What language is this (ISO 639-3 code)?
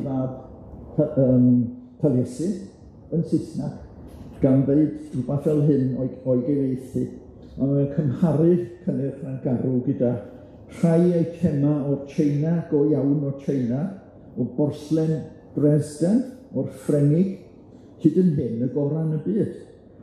cym